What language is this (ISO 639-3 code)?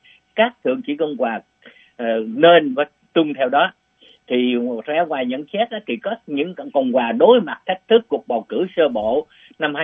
vie